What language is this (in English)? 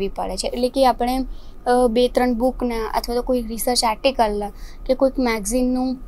Gujarati